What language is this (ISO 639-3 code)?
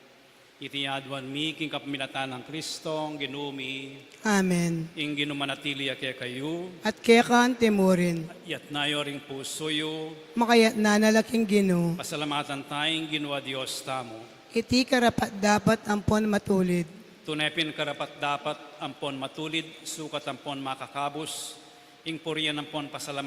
pam